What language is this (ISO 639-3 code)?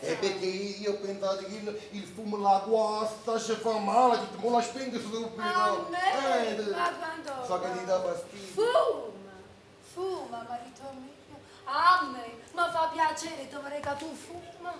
nap